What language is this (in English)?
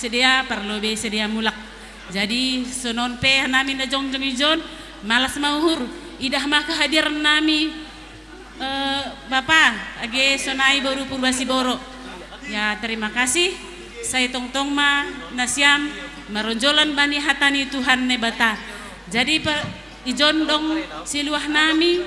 Batak Simalungun